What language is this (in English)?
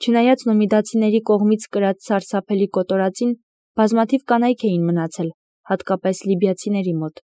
Armenian